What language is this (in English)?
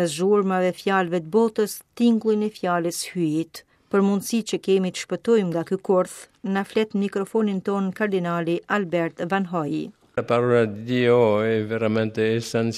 Albanian